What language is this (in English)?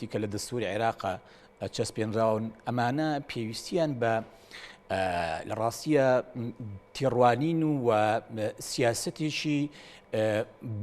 Central Kurdish